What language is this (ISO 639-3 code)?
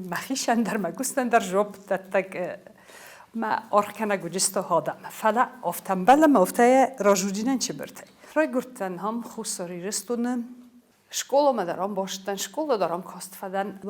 oss